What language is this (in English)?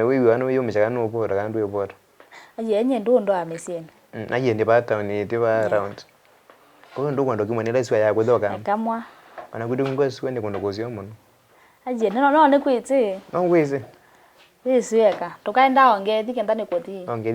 Kamba